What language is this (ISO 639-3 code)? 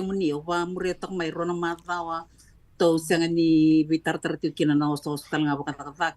fij